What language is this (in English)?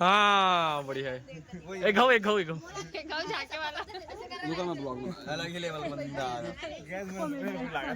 Chhattisgarhi